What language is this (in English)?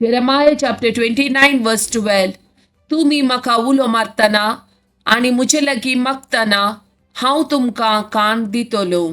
Konkani